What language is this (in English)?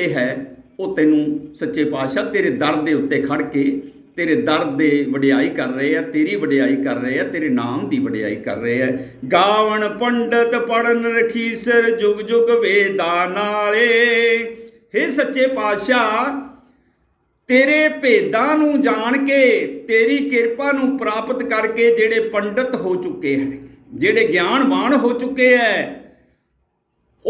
Punjabi